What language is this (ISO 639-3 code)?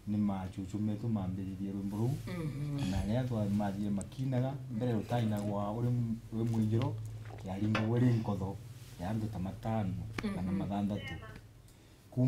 mer